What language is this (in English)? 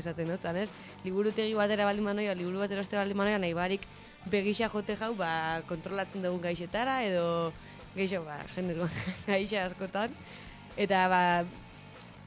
Basque